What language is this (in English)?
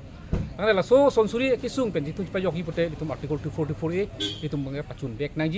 Karbi